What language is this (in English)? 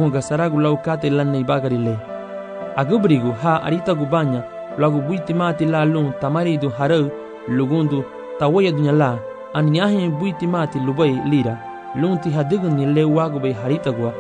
Garifuna